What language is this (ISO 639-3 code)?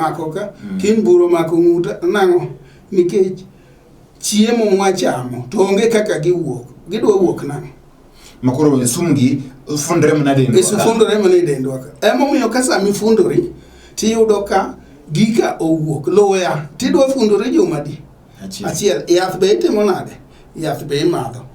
luo